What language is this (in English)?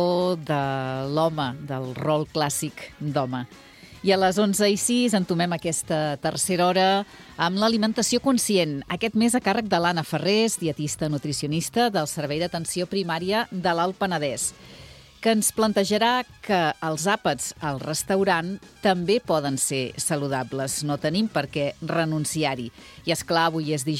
Catalan